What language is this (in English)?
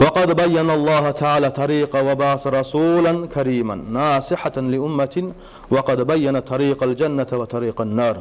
Kumyk